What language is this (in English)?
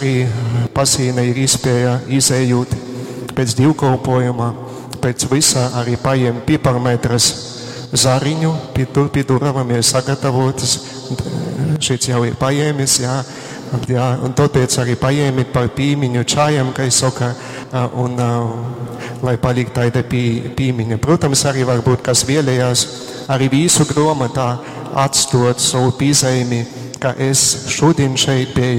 Latgalian